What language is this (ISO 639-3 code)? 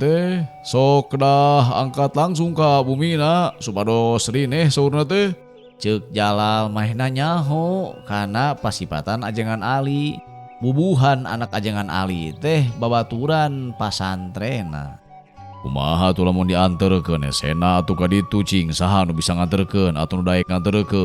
sun